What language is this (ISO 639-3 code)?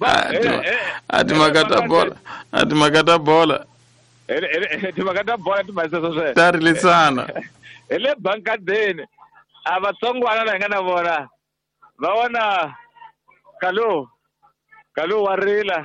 tso